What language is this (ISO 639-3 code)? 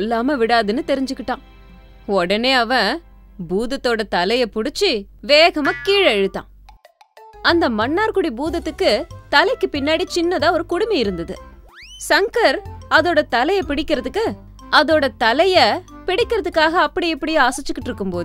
tam